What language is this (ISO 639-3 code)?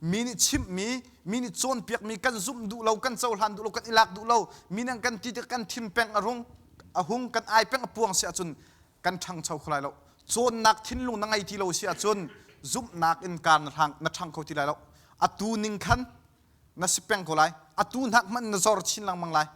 cnh